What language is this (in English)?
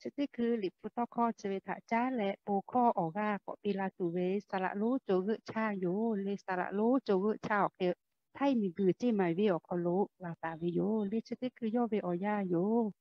Lahu